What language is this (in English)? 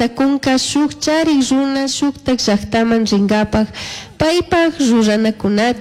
Chimborazo Highland Quichua